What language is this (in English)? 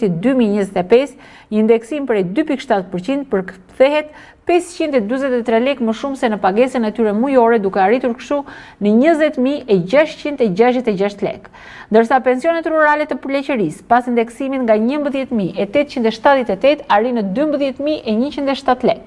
Albanian